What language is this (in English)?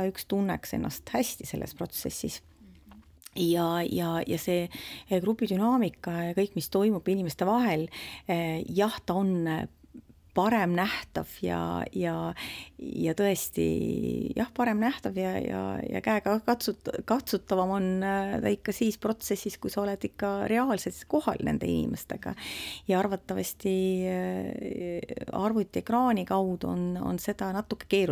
Estonian